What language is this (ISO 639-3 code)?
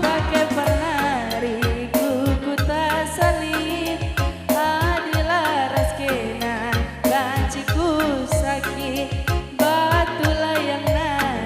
btx